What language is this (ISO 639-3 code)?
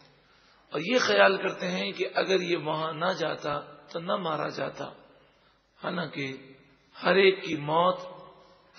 urd